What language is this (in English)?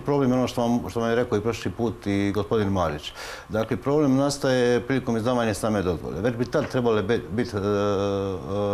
Croatian